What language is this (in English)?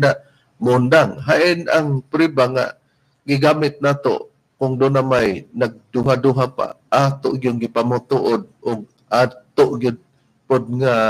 Cebuano